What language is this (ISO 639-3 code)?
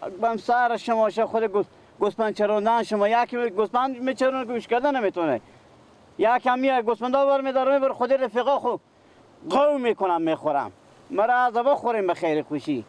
fas